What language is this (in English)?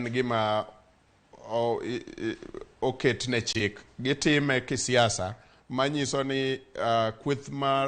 Luo (Kenya and Tanzania)